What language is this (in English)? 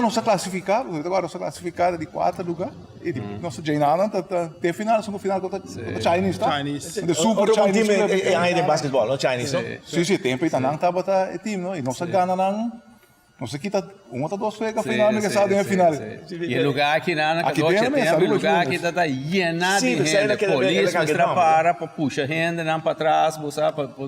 Papiamento